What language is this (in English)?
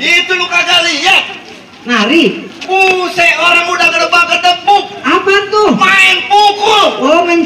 Betawi